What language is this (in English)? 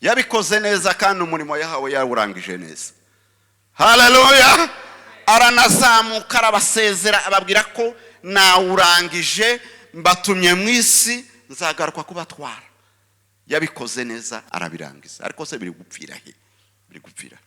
Kinyarwanda